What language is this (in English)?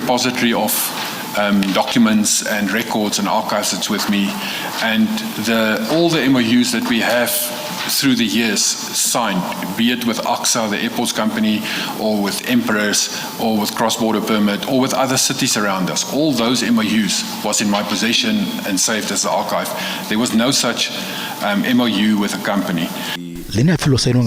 Venda